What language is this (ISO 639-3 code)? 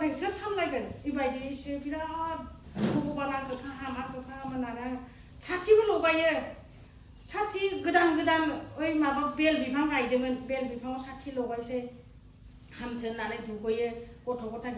brx